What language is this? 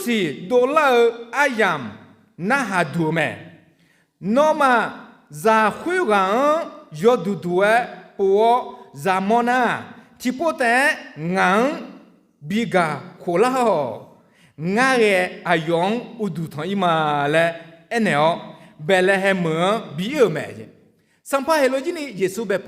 Akha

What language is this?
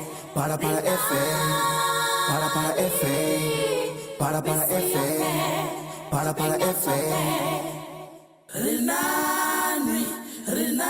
Venda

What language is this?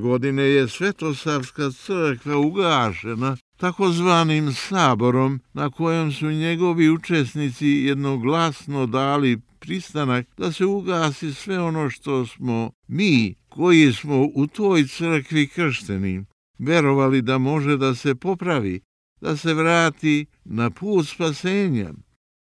Serbian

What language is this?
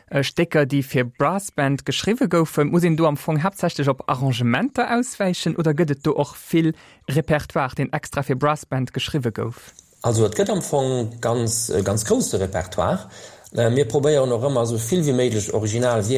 Luxembourgish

